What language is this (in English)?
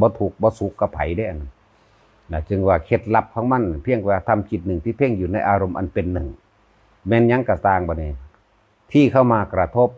Northeastern Thai